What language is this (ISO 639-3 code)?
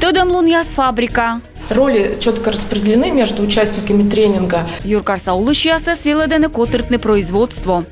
kom